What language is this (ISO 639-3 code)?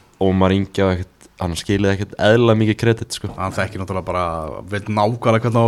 isl